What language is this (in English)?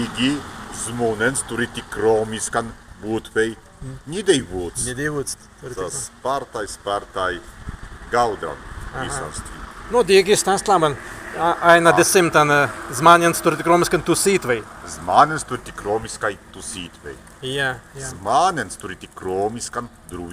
Prussian